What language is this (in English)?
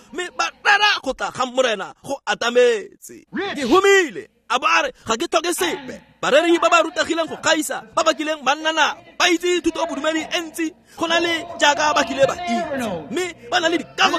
Tswana